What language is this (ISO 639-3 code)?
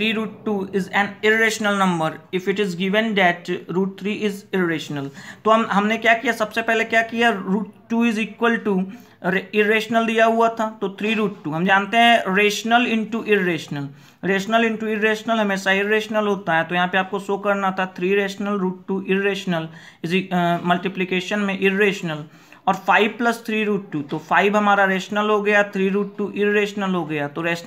hin